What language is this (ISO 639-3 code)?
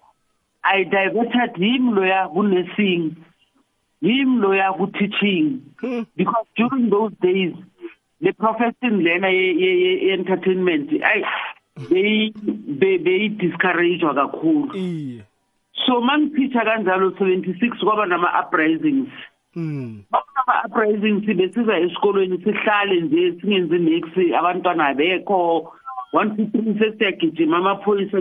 nbl